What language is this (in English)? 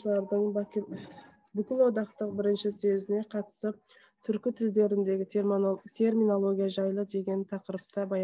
Kazakh